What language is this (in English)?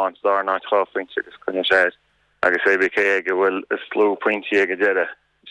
Irish